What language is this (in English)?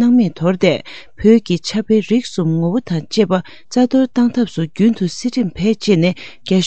Tibetan